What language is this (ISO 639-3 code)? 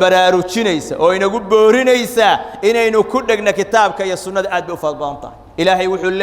som